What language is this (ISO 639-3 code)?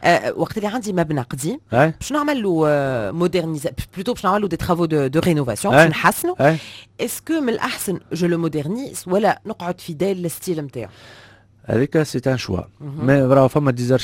aeb